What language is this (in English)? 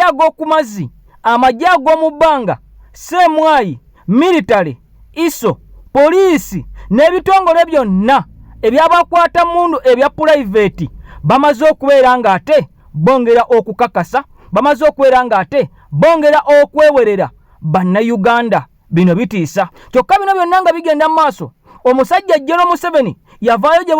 Ganda